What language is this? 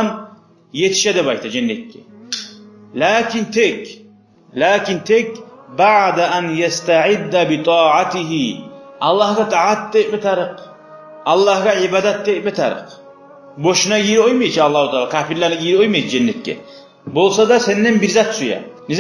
Kumyk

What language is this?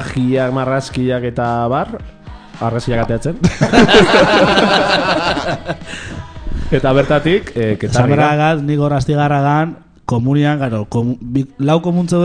Basque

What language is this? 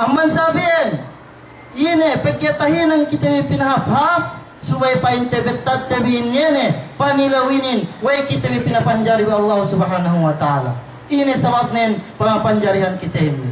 Yakan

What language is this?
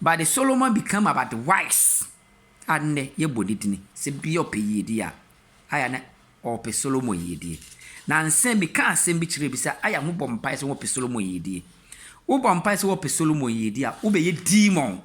Akan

